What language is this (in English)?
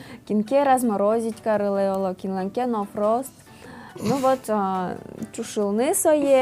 Udmurt